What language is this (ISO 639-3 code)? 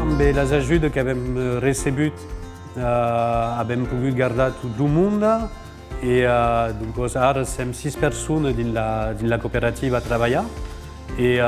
oci